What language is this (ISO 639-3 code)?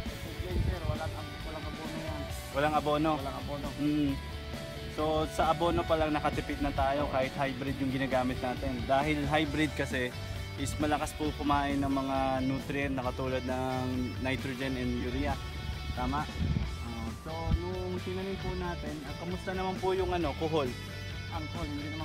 fil